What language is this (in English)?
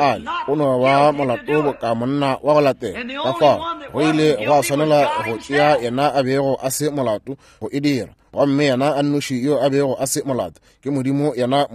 Northern Sotho